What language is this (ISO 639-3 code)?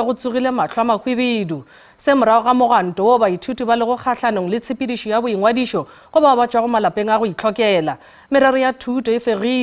nso